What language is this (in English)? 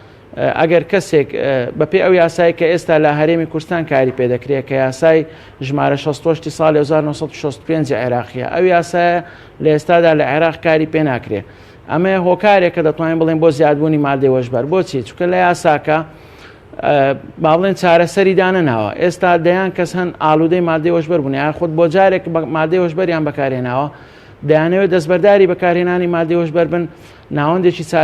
Central Kurdish